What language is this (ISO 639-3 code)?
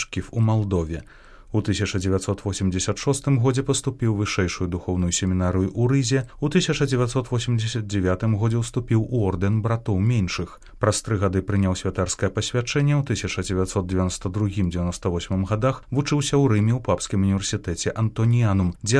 bel